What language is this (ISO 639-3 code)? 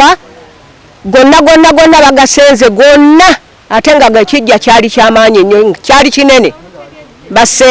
lug